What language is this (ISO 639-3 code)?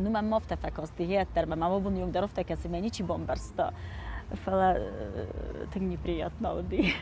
oss